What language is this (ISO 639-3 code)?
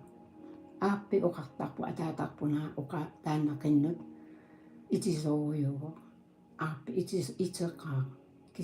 kal